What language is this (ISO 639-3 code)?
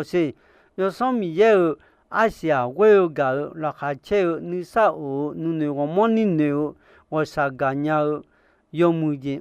ahk